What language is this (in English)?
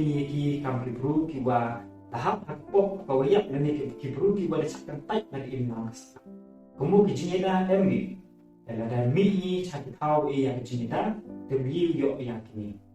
Pnar